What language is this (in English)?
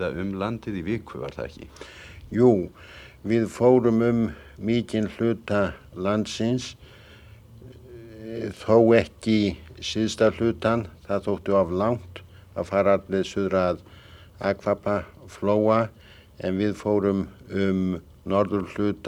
Icelandic